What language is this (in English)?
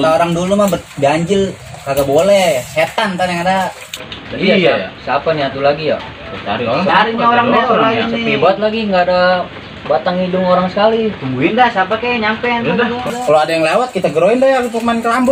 Betawi